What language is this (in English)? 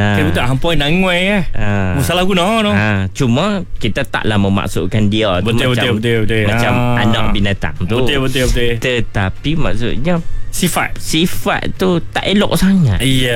Malay